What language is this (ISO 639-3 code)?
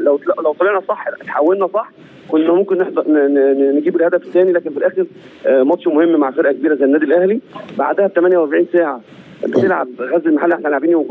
arz